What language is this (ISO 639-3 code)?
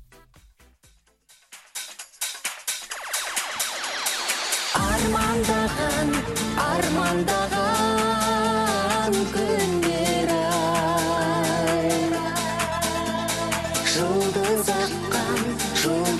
kaz